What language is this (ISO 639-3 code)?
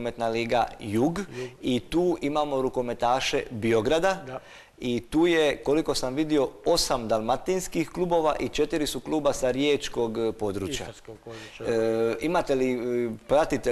hrv